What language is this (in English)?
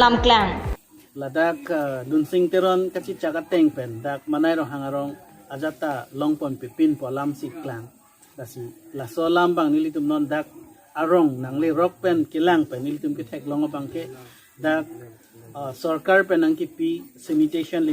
Karbi